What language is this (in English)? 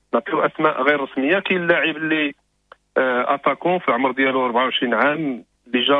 Moroccan Arabic